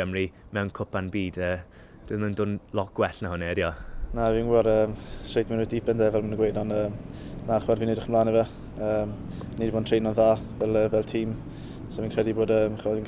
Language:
Welsh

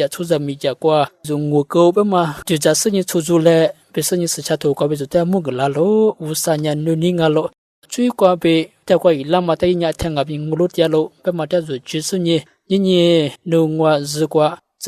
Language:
Lisu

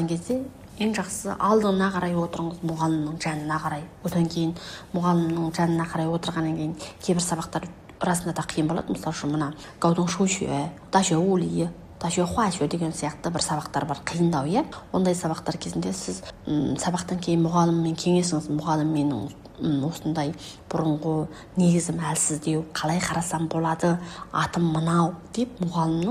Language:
Kazakh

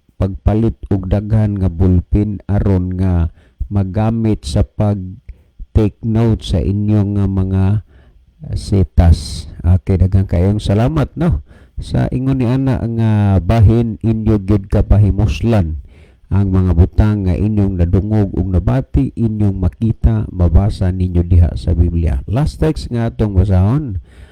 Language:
Cebuano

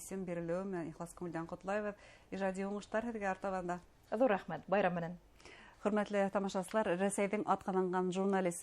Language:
Bashkir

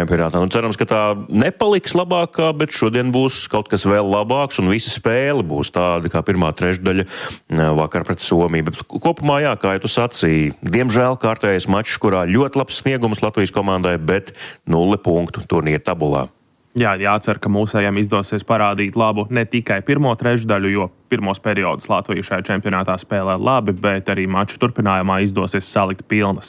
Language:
Latvian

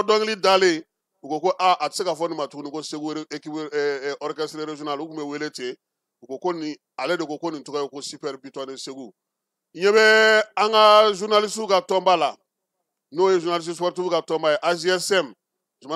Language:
Bambara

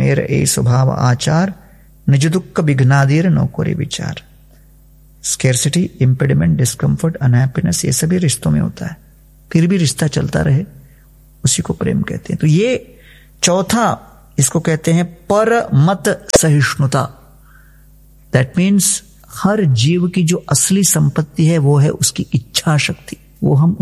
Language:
Hindi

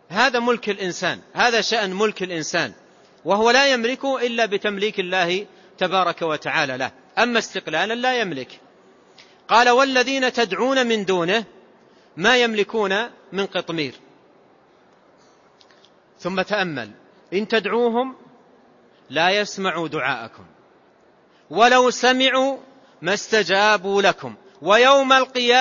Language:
Arabic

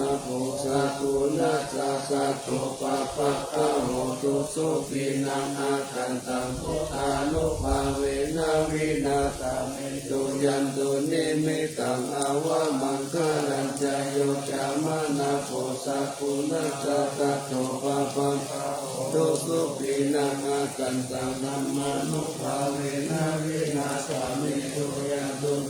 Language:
Pali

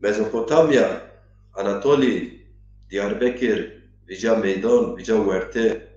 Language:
Zaza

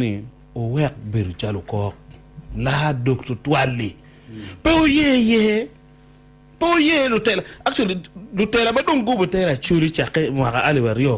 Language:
Acoli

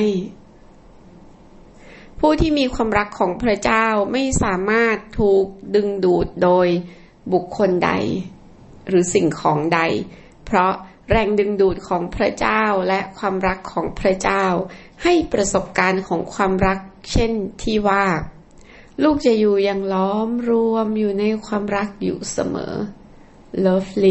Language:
Thai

